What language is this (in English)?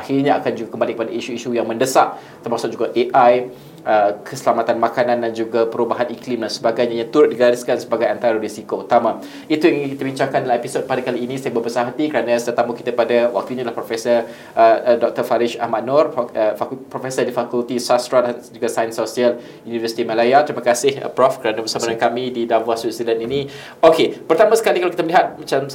Malay